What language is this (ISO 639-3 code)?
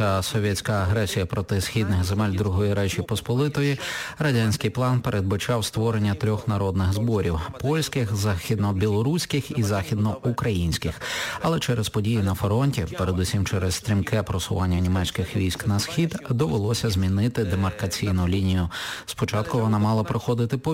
ukr